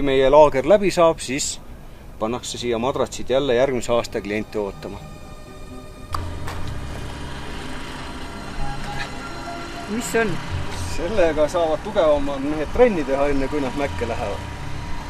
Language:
Estonian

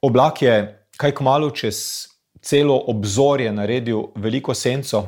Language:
Slovenian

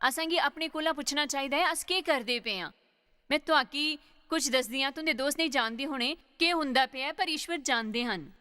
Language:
Dogri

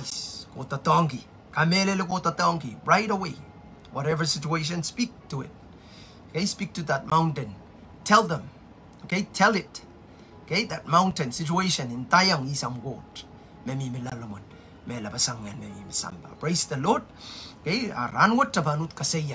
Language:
Pohnpeian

